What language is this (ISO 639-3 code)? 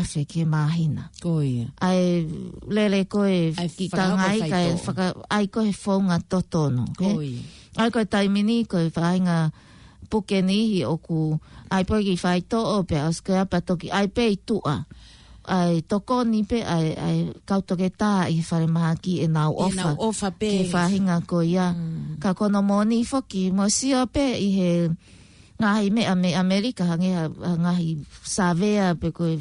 ton